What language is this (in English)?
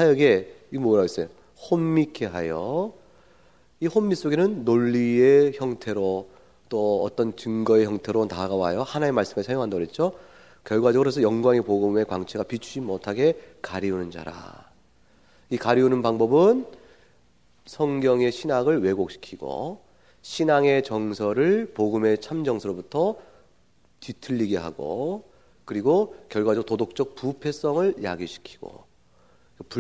Korean